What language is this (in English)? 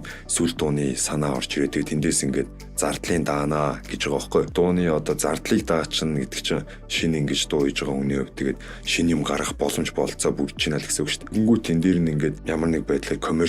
Mongolian